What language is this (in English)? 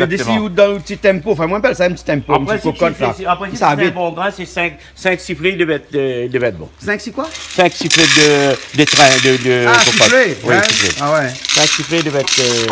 Réunion Creole French